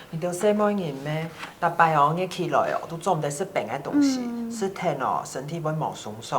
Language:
Hakka Chinese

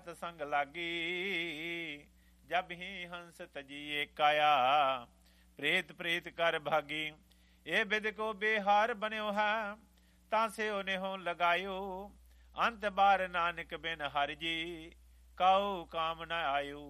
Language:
Punjabi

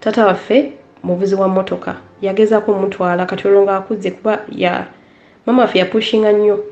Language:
Ganda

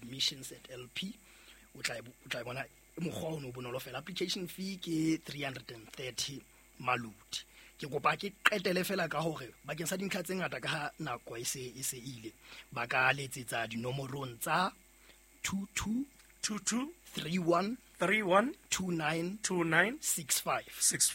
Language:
Southern Sotho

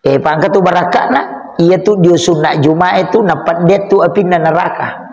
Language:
Buginese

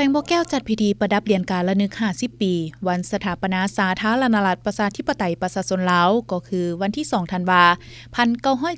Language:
Lao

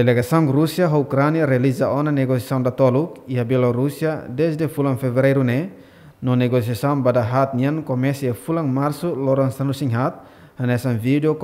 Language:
Tetum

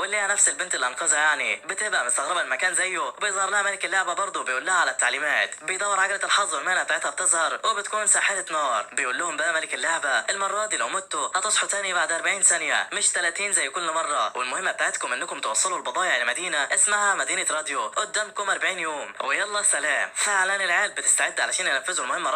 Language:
Egyptian Arabic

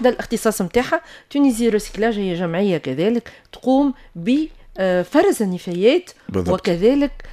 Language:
Tunisian Arabic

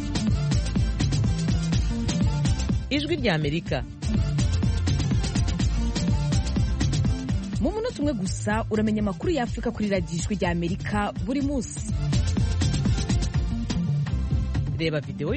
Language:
Kinyarwanda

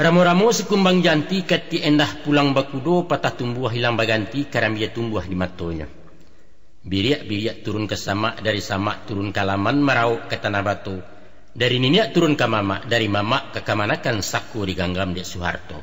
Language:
Minangkabau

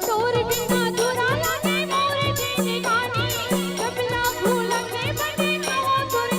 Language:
Chhattisgarhi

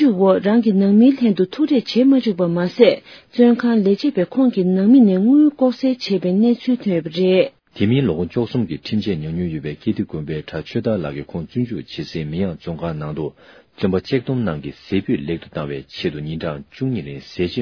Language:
Tibetan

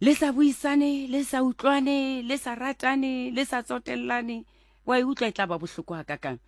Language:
Southern Sotho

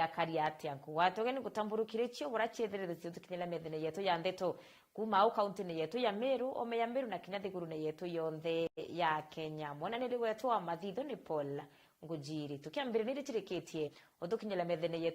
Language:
Meru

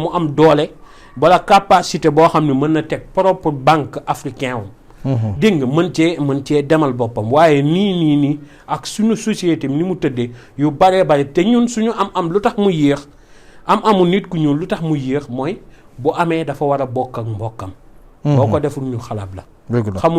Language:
Wolof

